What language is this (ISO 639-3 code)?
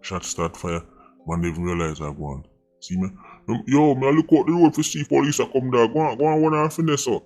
jam